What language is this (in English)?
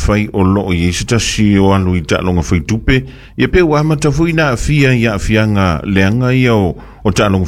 Samoan